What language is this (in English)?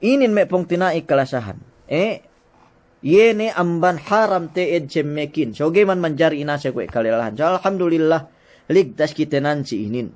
Yakan